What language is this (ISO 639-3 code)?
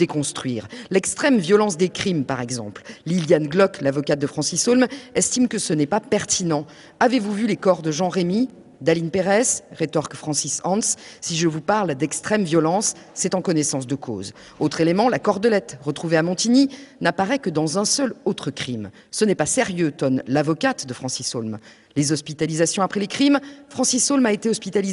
fra